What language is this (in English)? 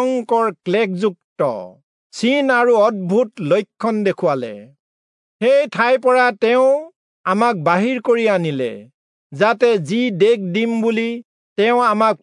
Assamese